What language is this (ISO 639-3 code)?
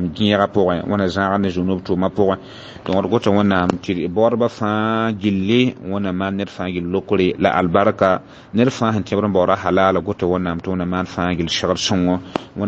mos